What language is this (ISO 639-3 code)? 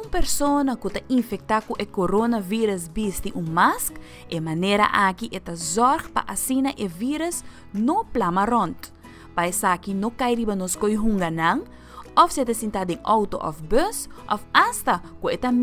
pap